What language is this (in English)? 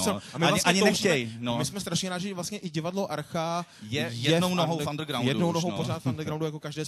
Czech